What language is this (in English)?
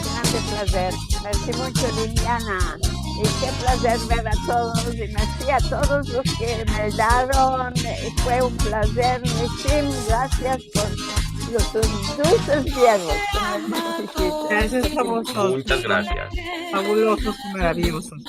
Ladino